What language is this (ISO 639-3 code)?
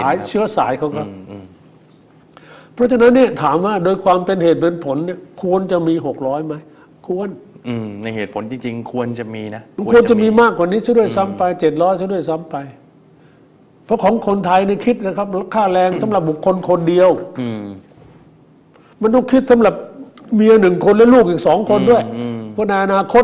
tha